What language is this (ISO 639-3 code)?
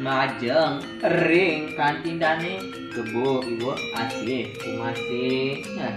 ban